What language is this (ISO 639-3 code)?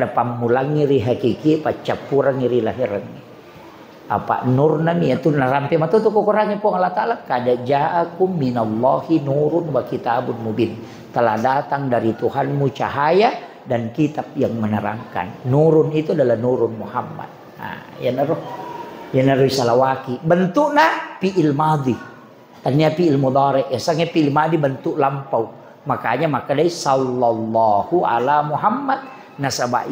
bug